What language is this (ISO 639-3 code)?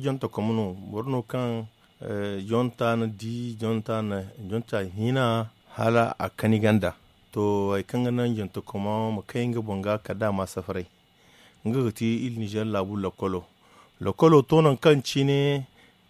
dje